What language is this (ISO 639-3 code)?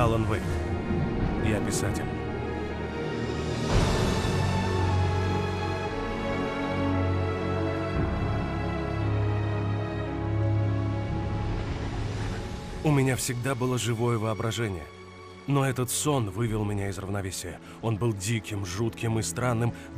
rus